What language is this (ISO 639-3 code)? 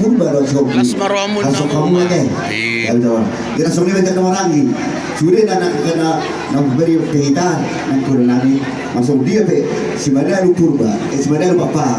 bbc